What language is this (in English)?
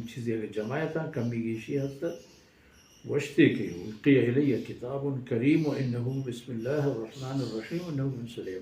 Baluchi